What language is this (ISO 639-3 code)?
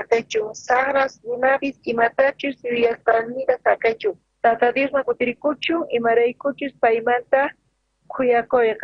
quh